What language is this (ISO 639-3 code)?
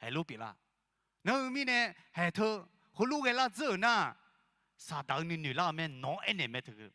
ahk